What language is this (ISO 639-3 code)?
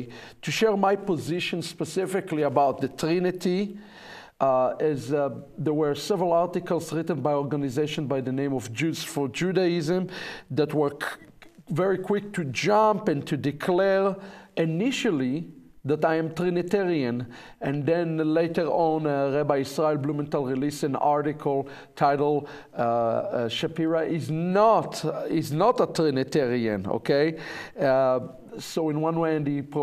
eng